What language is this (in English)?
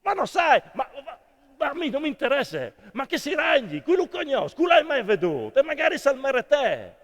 Friulian